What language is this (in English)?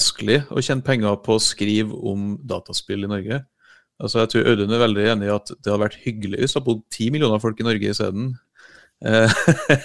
Norwegian